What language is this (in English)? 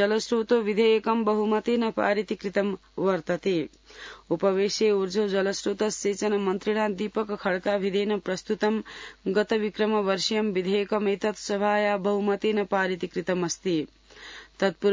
Sanskrit